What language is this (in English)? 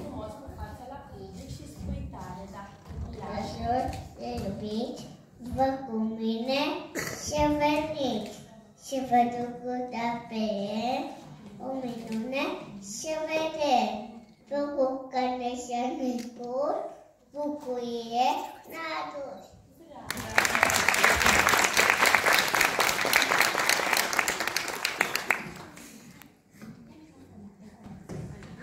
Romanian